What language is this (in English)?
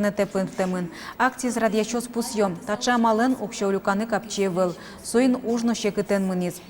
Udmurt